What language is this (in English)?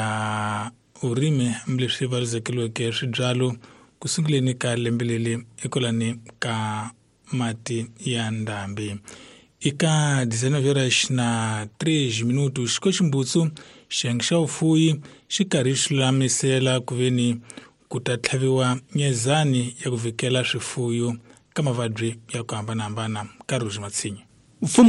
Tsonga